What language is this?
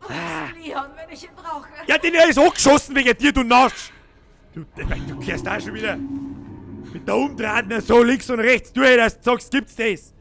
Bavarian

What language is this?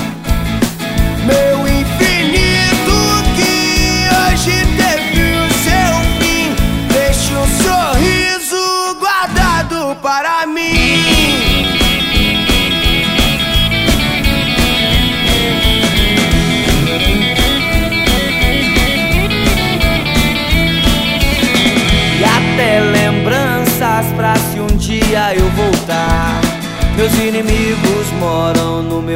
Portuguese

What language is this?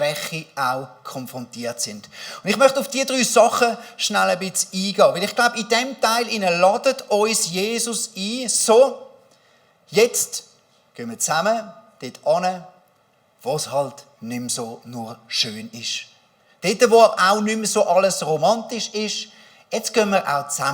Swiss German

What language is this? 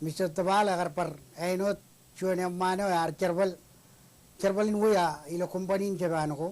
Marshallese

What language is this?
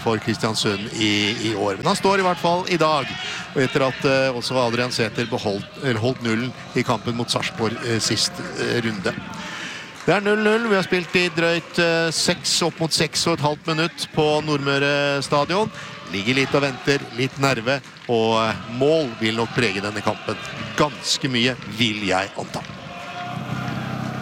Norwegian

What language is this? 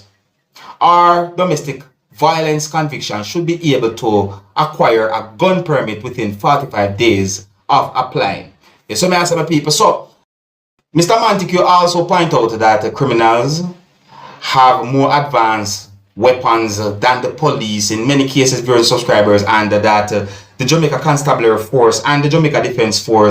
Jamaican Creole English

